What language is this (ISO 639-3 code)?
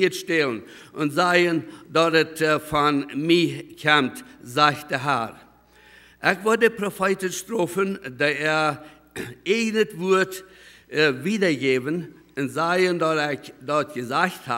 pdt